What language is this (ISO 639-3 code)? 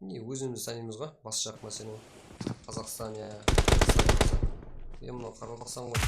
kaa